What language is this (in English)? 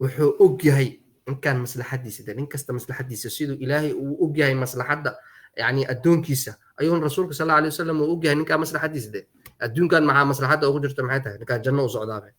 Somali